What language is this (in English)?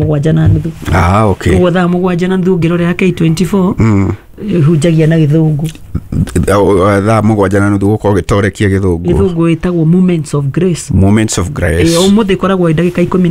Kikuyu